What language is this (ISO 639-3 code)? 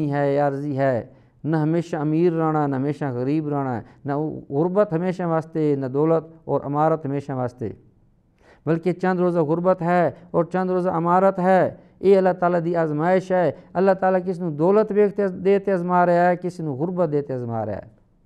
skr